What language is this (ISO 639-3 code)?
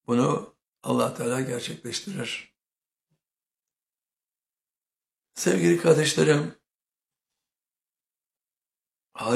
tur